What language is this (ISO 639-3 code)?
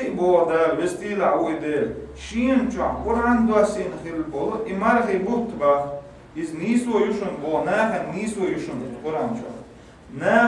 che